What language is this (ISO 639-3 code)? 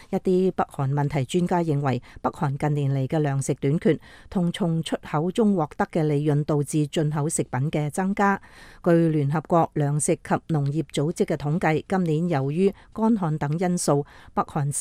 yue